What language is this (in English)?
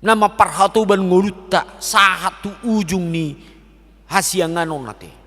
Batak Toba